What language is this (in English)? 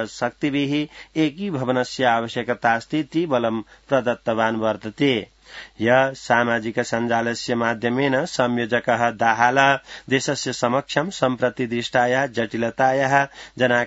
Sanskrit